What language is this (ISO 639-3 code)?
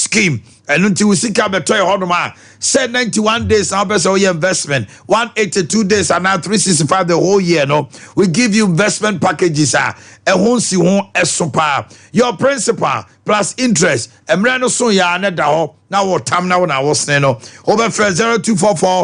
aka